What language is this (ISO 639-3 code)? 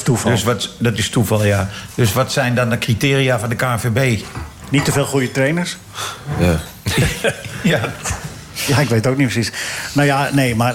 nld